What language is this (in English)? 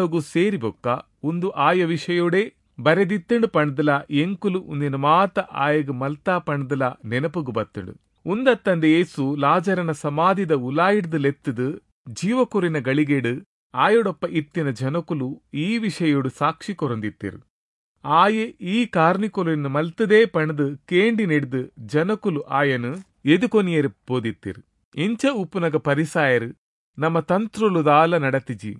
Tulu